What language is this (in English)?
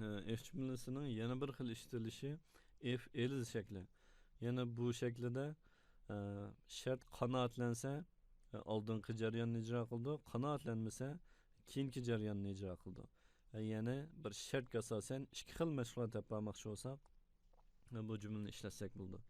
Uyghur